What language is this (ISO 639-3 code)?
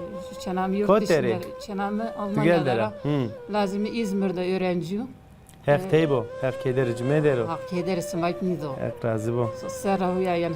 zza